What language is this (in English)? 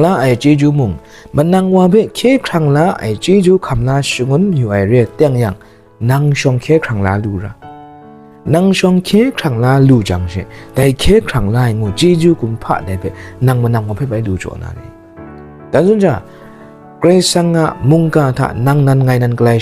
Kachin